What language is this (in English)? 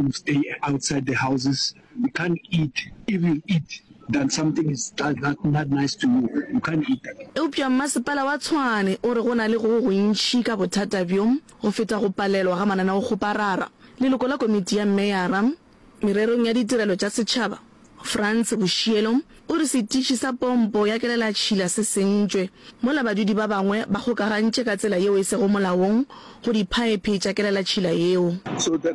Northern Sotho